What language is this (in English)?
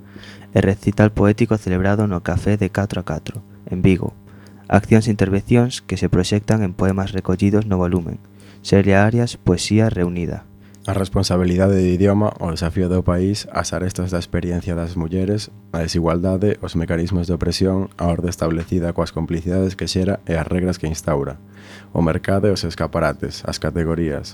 Galician